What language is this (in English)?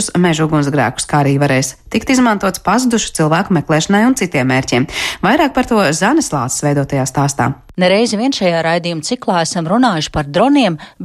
Latvian